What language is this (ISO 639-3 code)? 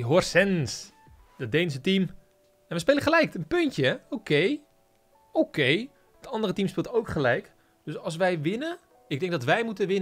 nld